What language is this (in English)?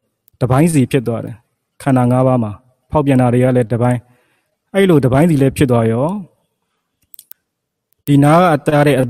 Burmese